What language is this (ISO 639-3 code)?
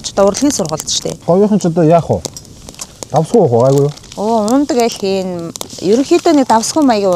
mon